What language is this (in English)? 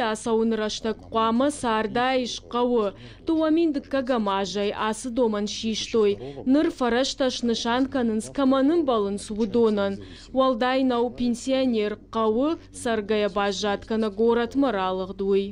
Ossetic